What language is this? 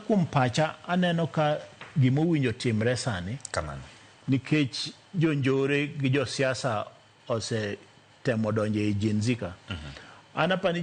Luo (Kenya and Tanzania)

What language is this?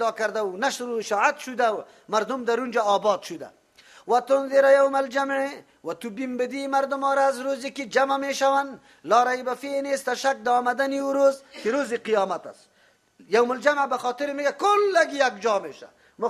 Persian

